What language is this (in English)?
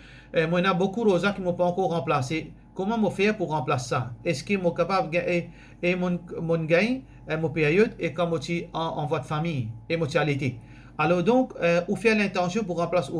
Morisyen